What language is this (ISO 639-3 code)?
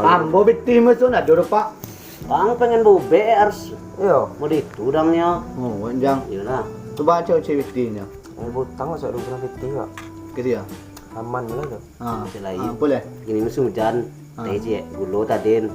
min